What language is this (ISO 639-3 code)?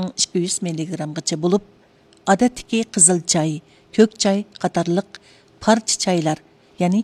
uig